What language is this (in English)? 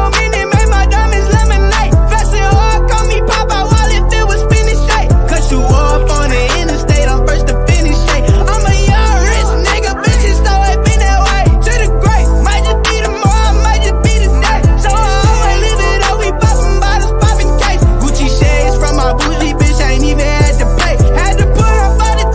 English